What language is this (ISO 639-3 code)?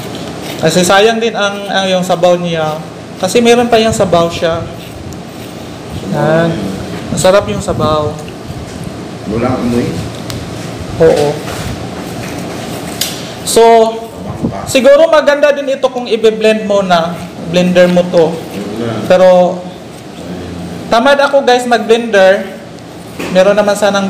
fil